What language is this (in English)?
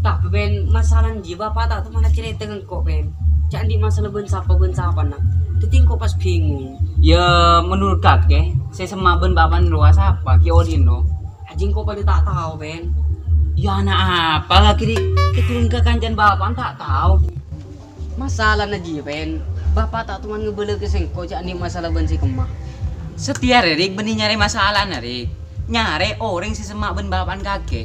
Madurese